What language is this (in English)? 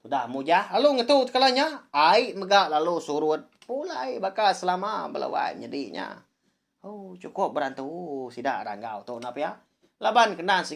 Iban